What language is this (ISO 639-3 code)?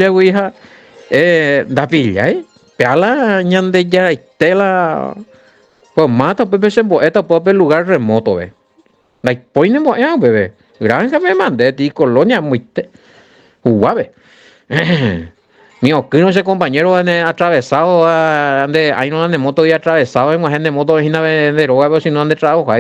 grn